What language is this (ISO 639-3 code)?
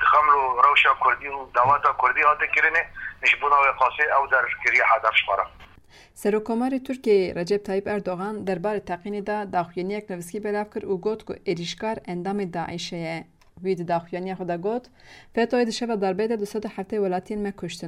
kur